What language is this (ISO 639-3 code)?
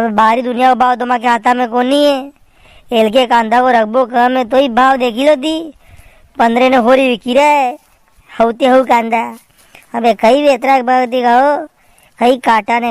raj